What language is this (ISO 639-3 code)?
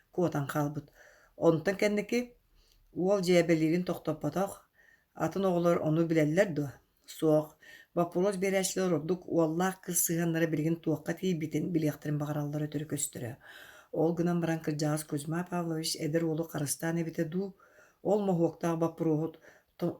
sah